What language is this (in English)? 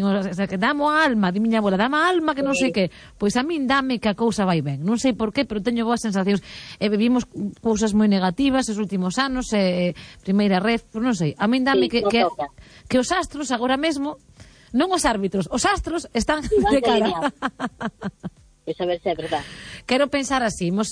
Galician